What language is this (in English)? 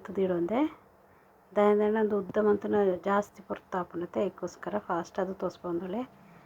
Tulu